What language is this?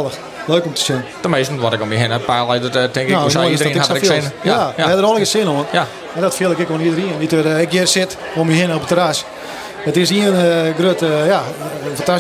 Western Frisian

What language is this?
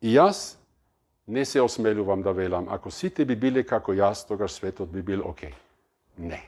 Macedonian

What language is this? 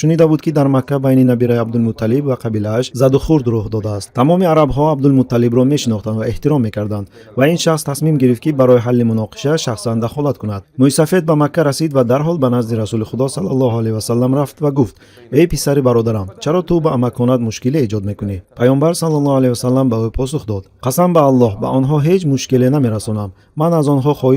Tajik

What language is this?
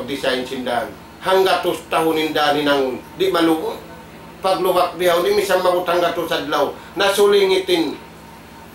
Tausug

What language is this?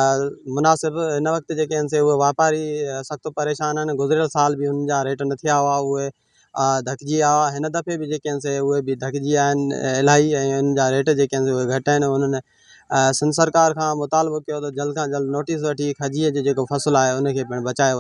Sindhi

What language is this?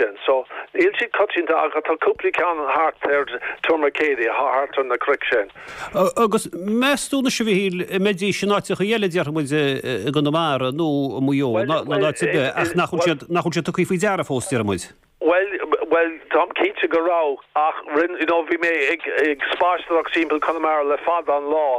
Irish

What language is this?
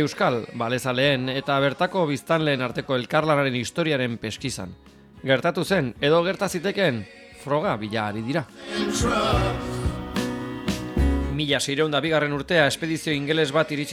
Basque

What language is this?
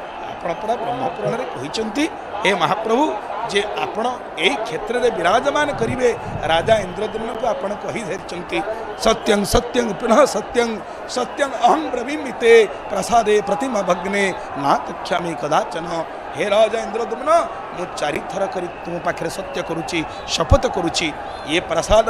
Odia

